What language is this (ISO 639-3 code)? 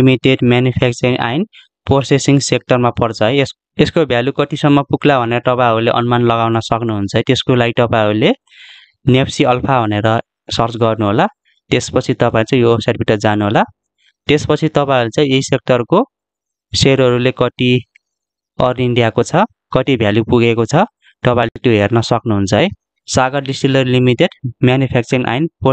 nep